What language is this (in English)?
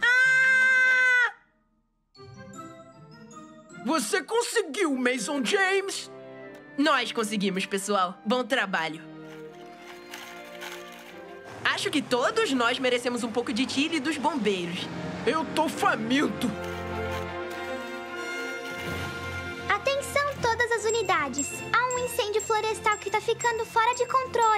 Portuguese